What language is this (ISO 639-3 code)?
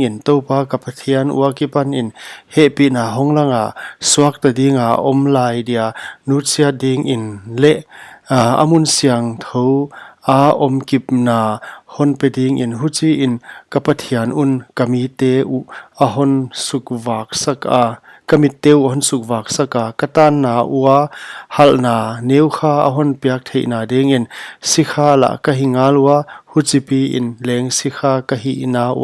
pck